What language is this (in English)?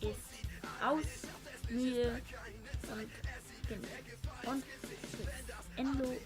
Swiss German